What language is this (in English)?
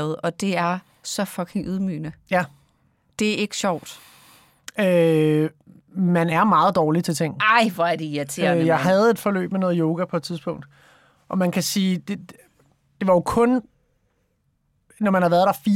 Danish